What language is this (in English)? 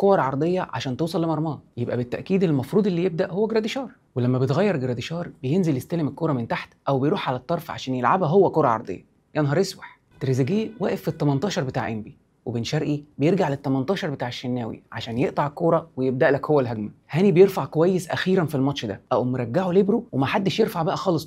Egyptian Arabic